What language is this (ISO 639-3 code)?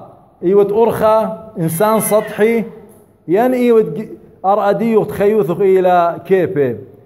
aii